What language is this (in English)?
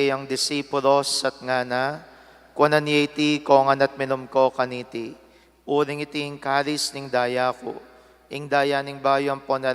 Pampanga